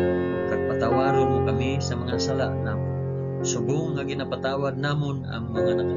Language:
Hiligaynon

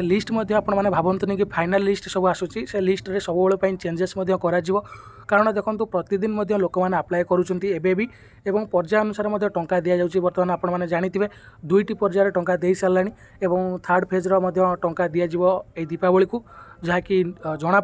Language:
Odia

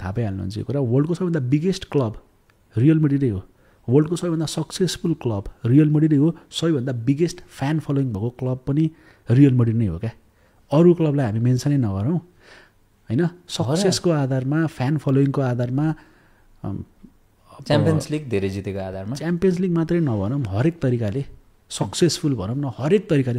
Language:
Nepali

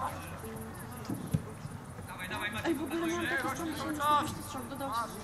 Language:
Polish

